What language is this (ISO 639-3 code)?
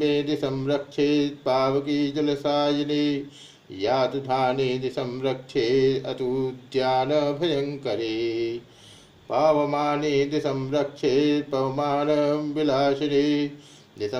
san